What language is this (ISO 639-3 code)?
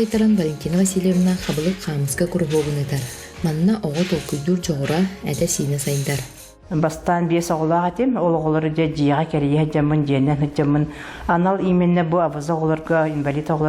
sah